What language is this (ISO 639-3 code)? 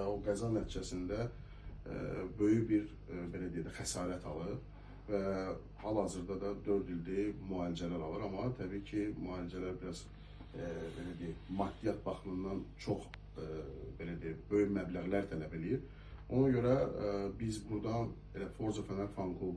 aze